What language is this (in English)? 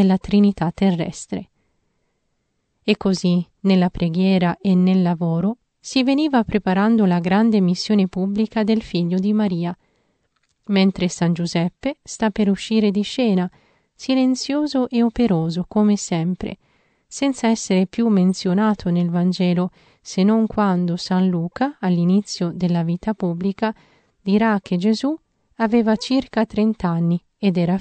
Italian